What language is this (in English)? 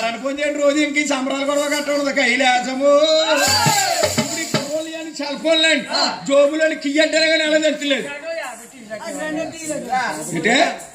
Telugu